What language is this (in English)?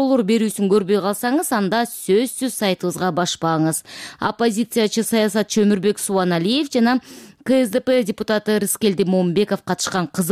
Kyrgyz